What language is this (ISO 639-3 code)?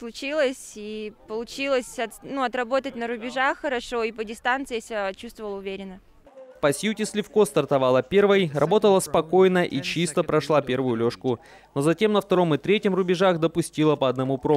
rus